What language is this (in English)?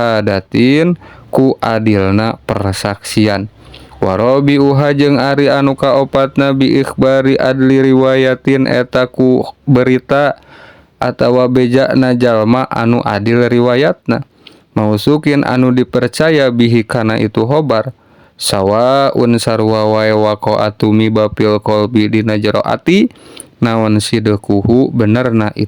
Sundanese